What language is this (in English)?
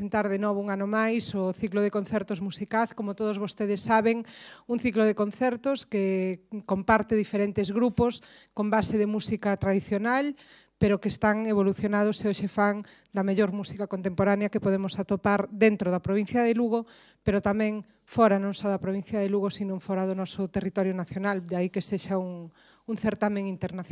Galician